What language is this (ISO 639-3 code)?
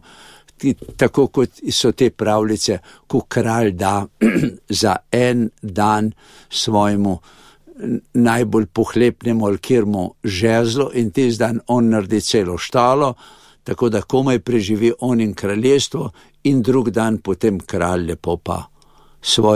slv